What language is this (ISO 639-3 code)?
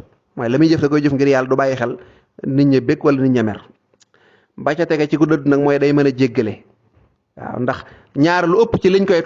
wol